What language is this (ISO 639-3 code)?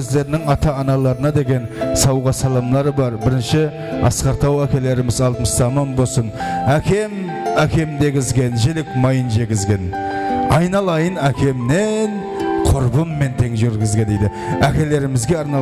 kaa